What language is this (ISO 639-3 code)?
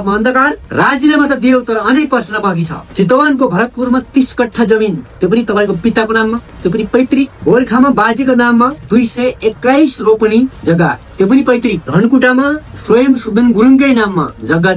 nep